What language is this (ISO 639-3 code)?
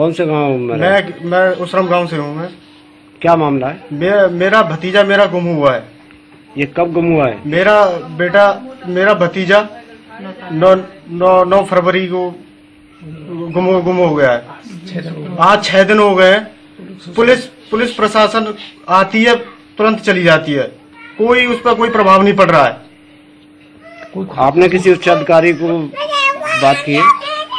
hin